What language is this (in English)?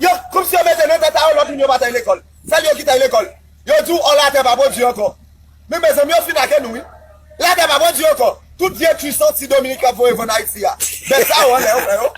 Haitian Creole